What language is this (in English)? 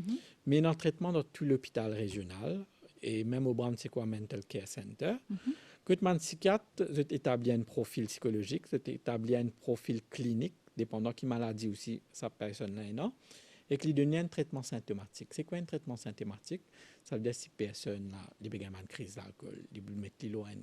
Morisyen